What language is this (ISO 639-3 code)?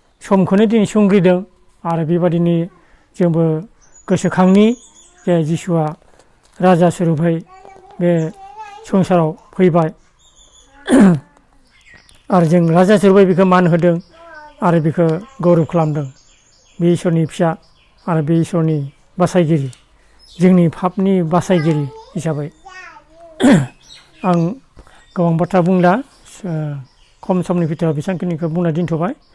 brx